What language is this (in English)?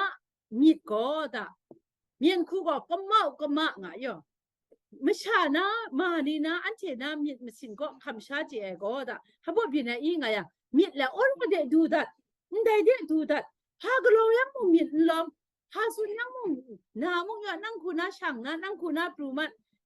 Kachin